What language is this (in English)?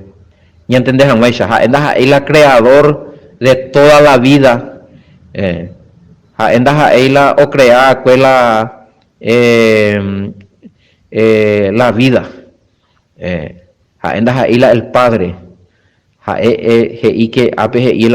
Guarani